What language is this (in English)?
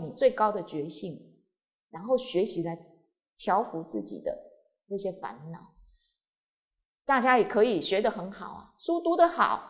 Chinese